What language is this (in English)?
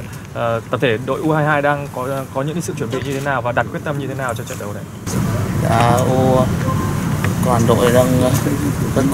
Vietnamese